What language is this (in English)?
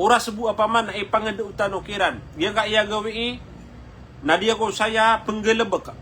Maranao